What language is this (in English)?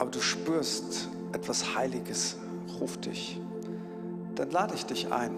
Swiss German